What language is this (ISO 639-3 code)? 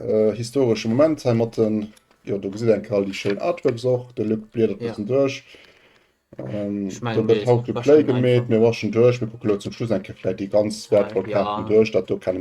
ltz